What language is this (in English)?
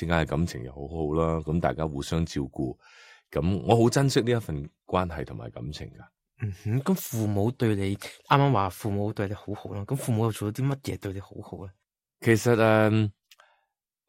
Cantonese